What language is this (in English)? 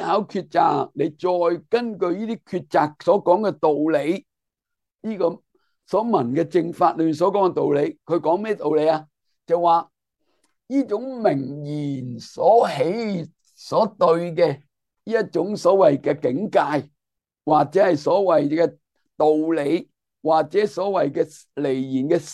Cantonese